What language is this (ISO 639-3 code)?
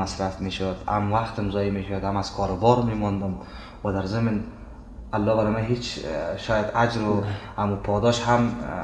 fas